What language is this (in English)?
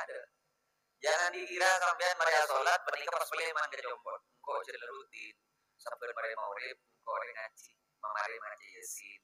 Madurese